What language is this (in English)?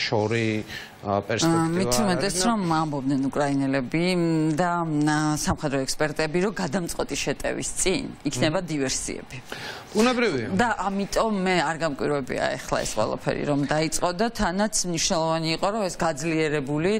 Georgian